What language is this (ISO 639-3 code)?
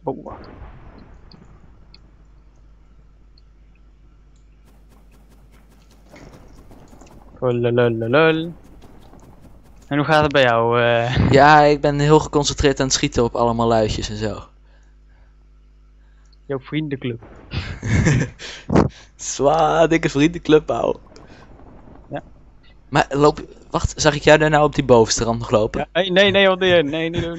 nld